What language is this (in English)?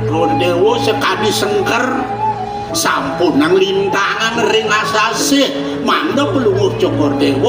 Balinese